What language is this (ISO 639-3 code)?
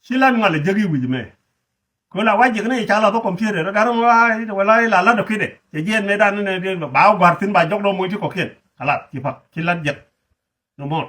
nus